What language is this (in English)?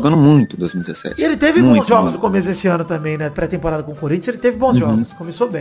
Portuguese